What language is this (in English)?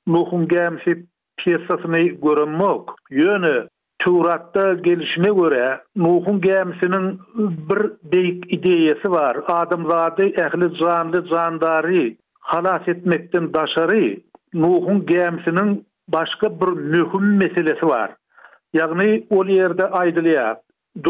Turkmen